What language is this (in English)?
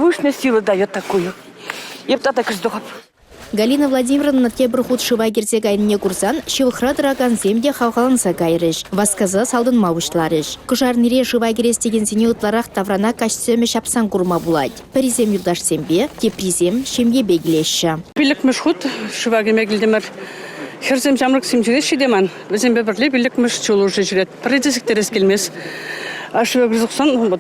Chuvash